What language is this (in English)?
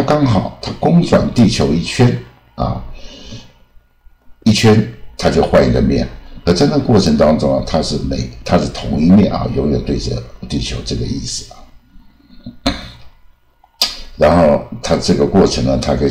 Chinese